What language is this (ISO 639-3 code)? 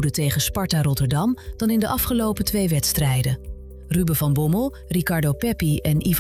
nld